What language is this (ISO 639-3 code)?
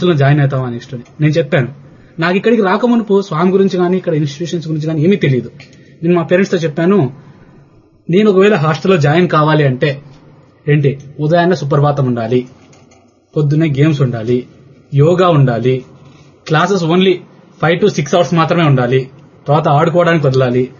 tel